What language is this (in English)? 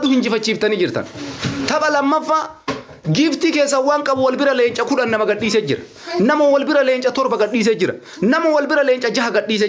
Oromo